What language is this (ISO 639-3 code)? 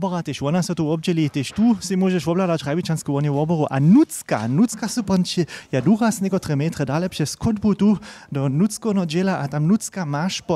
hsb